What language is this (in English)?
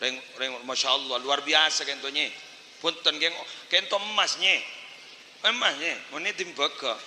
Madurese